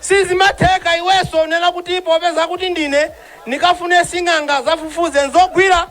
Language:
Nyanja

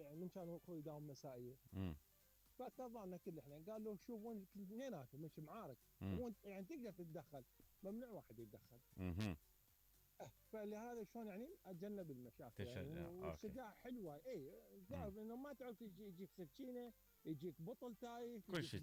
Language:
Mesopotamian Arabic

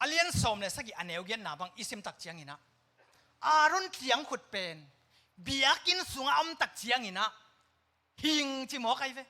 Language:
Tedim Chin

